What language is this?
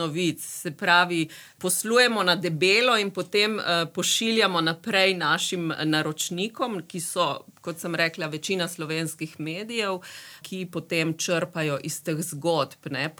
Slovenian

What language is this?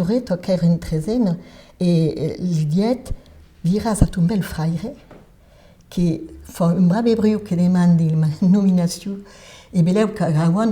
Occitan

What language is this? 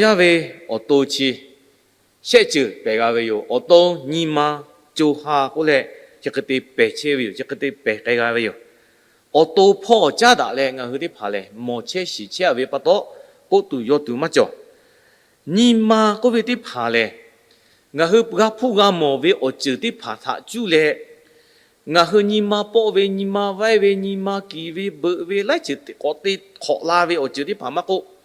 Lahu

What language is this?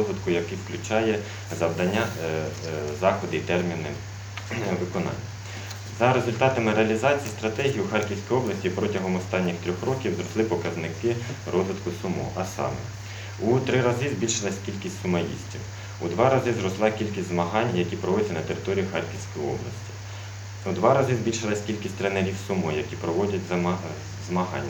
Ukrainian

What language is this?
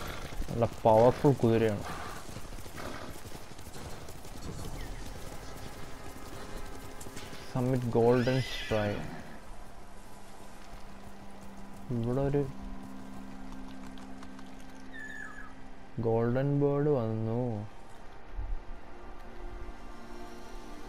Malayalam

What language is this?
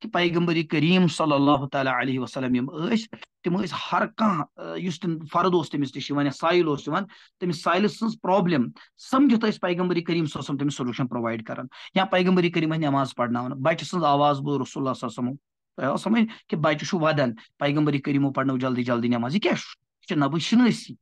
Kashmiri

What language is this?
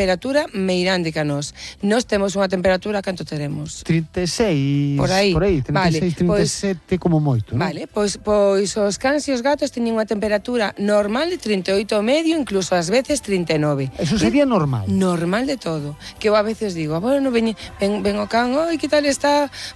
Galician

